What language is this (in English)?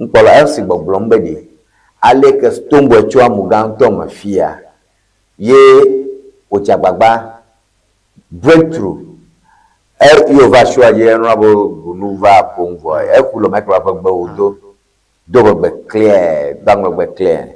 Ewe